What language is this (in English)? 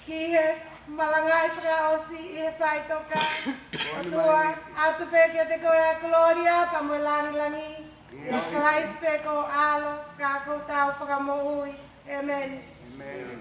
Tongan